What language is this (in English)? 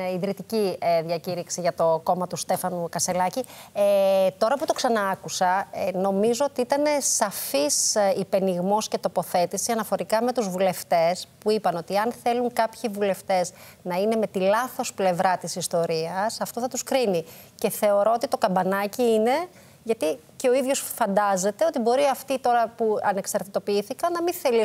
Greek